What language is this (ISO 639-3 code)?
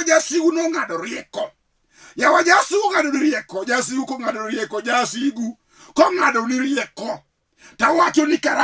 luo